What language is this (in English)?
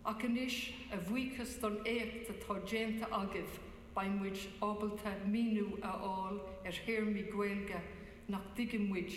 Irish